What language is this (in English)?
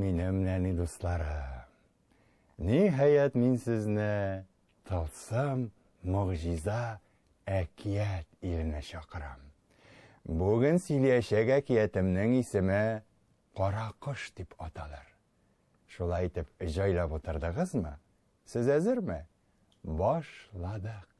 Tatar